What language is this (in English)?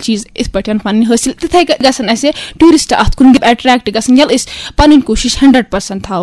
Kashmiri